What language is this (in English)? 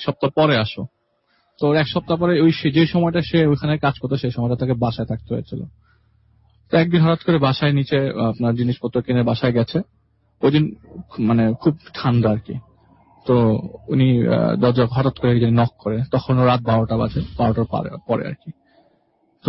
Bangla